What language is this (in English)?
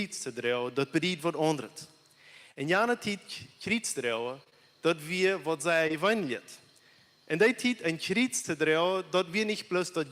Plautdietsch